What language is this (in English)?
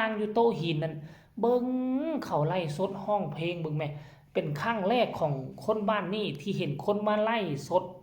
Northeastern Thai